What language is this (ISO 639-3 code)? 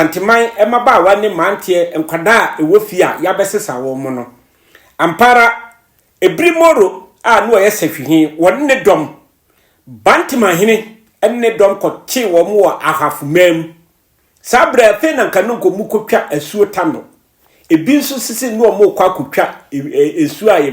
aka